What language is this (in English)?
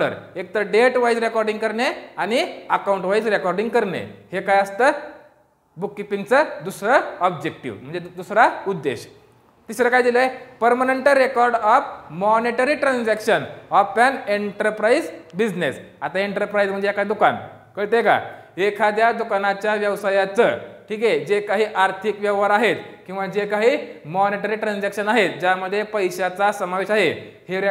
Marathi